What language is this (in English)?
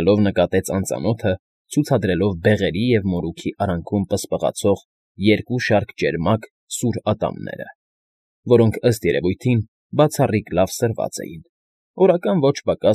Armenian